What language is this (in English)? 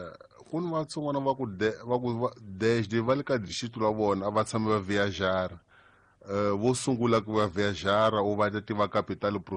Tsonga